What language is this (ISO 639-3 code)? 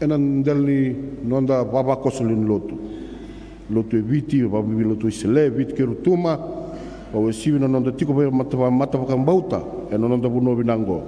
fij